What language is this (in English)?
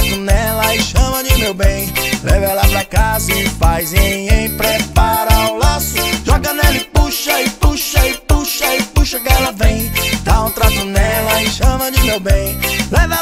Portuguese